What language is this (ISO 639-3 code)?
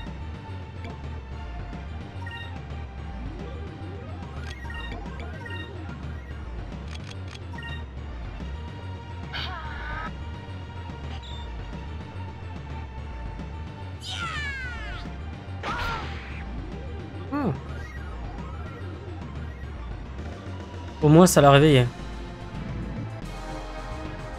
fra